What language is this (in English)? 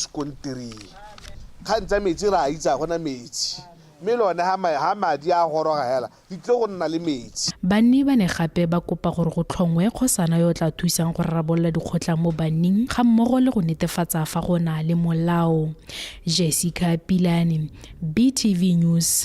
Tswana